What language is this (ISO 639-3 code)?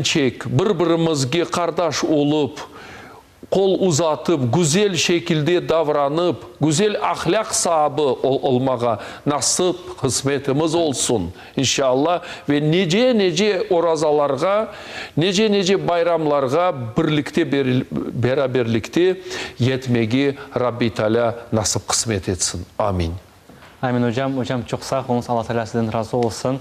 crh